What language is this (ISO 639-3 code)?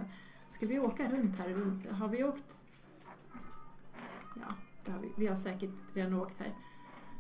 swe